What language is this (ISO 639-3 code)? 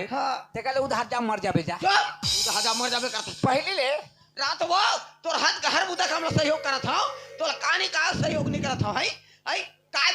hne